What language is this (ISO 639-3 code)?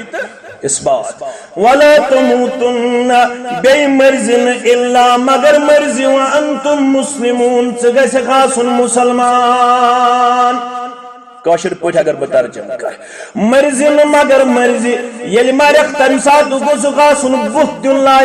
kas